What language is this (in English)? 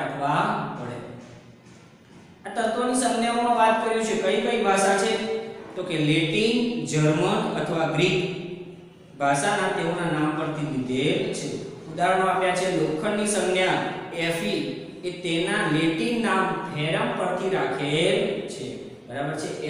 Gujarati